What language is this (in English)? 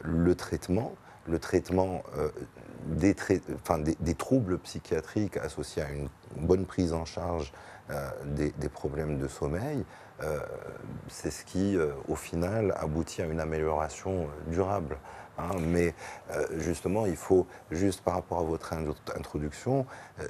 French